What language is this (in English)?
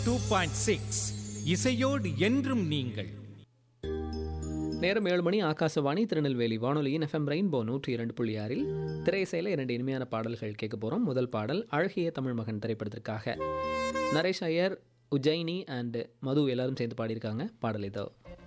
Tamil